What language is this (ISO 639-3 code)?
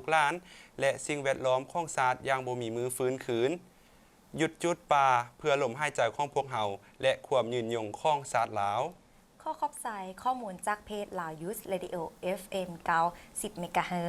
lao